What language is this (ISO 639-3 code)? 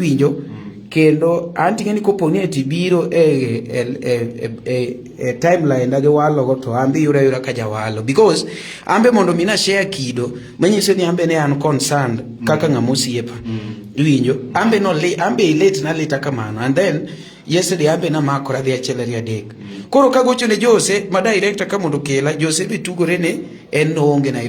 luo